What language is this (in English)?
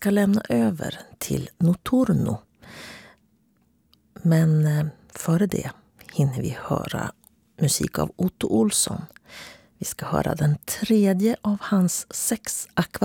Swedish